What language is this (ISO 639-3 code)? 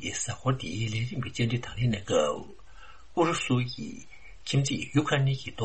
bod